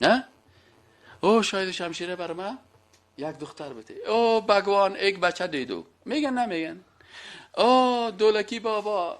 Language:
Persian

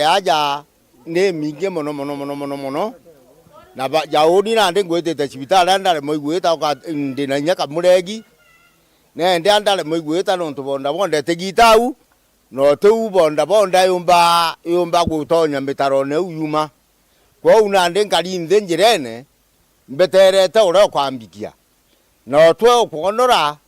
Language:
Meru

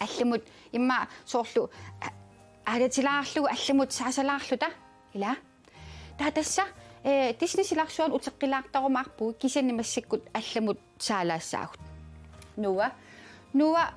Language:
Kalaallisut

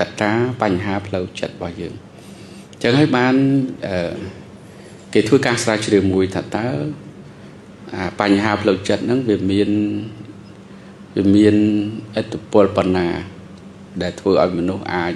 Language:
Khmer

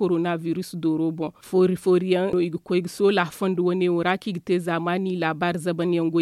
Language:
Zarma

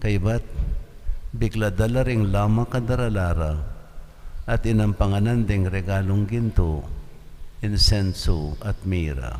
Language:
Pampanga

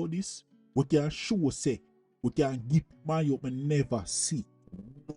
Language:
Jamaican Creole English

